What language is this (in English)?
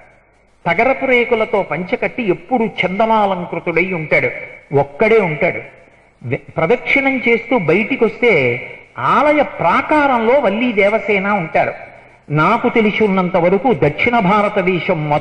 Telugu